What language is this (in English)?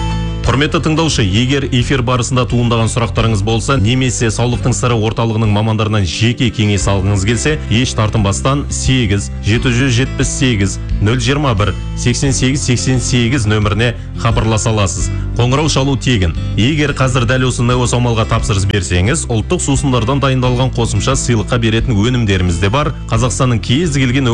Kazakh